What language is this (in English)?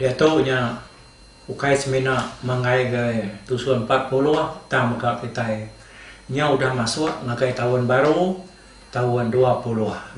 Iban